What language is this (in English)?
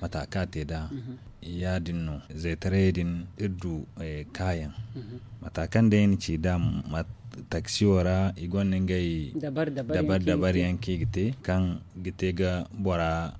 Zarma